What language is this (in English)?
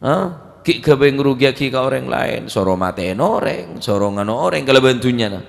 Madurese